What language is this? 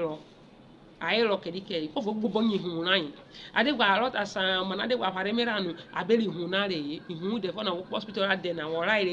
Urhobo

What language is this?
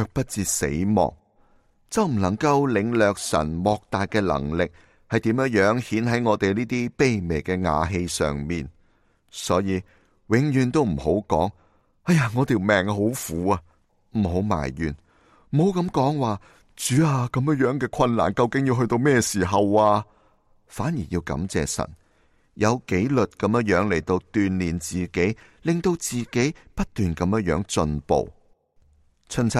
Cantonese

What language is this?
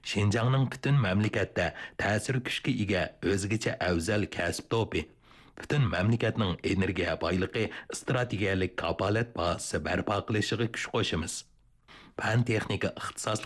Uyghur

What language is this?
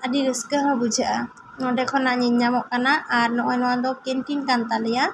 Santali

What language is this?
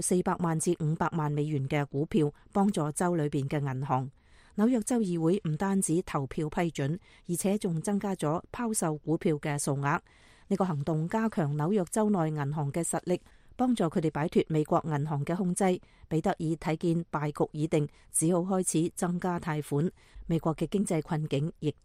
Cantonese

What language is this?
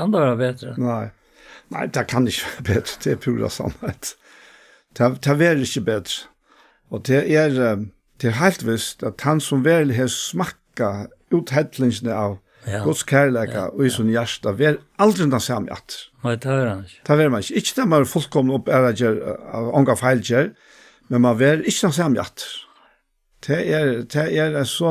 Faroese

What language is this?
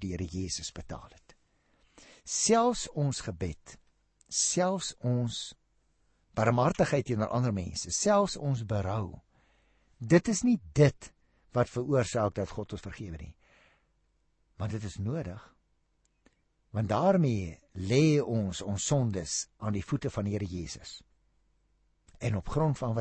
Afrikaans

